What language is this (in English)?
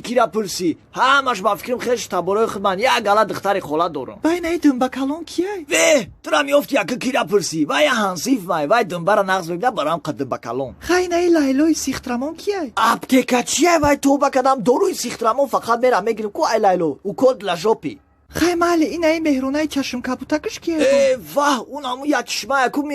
Tajik